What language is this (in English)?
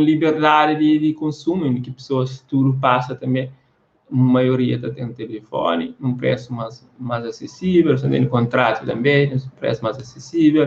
Kabuverdianu